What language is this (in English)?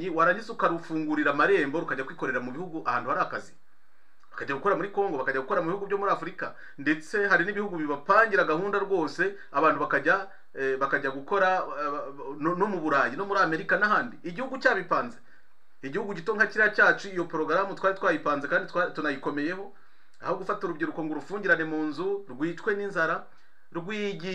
Kinyarwanda